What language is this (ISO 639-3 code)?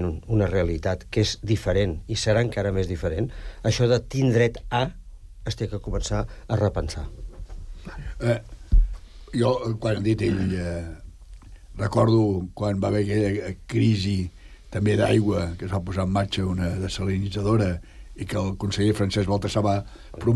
cat